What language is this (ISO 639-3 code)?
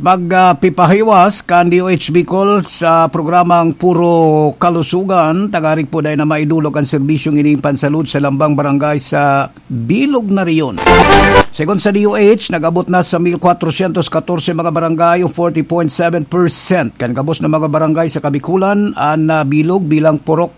bik